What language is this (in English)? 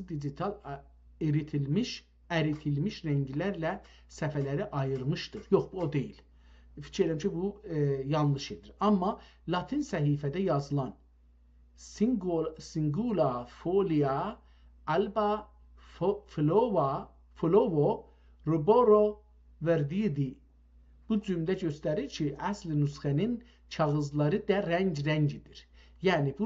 South Azerbaijani